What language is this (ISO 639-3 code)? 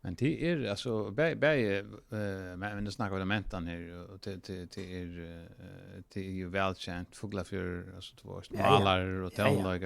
fao